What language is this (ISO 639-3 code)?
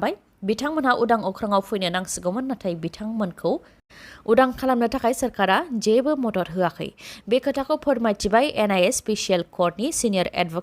brx